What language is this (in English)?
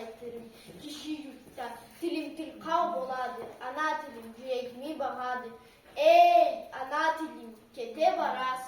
Karachay-Balkar